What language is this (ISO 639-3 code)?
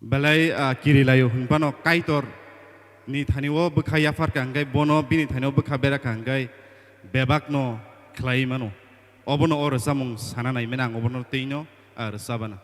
trp